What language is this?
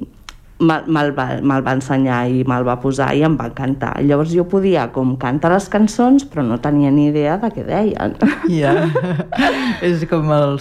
Catalan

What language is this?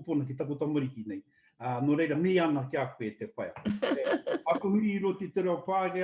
Māori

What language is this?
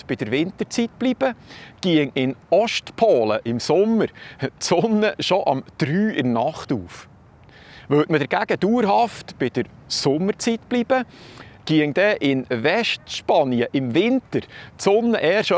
Swiss German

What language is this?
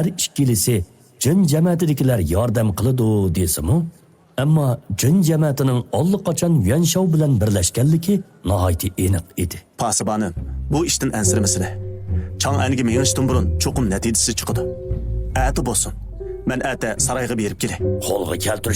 Uyghur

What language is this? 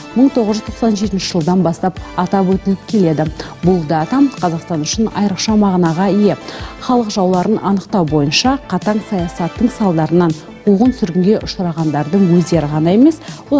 Kazakh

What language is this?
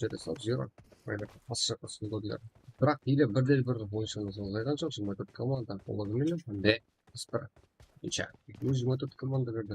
Kara-Kalpak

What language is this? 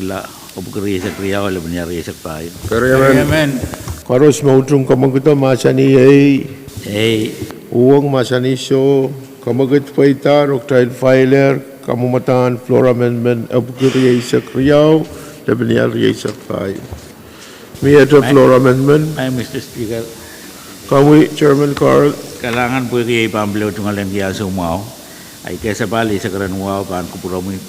Pohnpeian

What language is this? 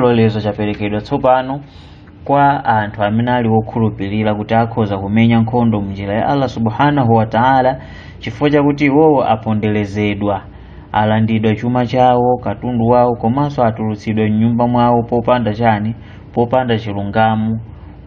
Nyanja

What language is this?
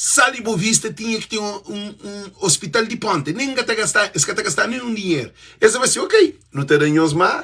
Kabuverdianu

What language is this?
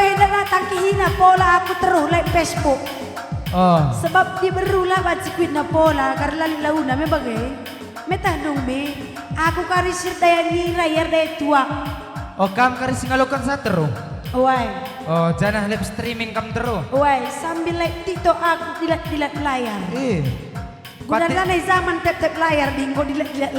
Batak Karo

